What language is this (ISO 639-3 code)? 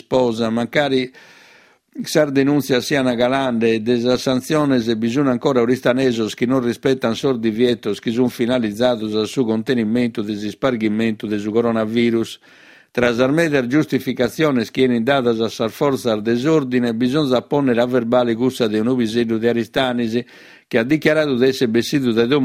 srd